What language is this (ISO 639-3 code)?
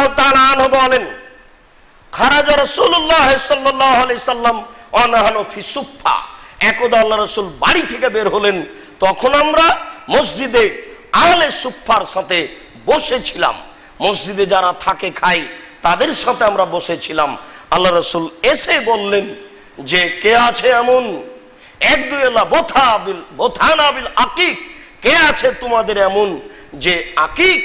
ben